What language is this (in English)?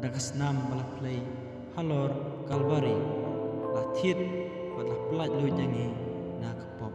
Khasi